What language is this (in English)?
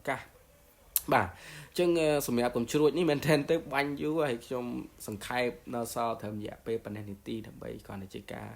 Khmer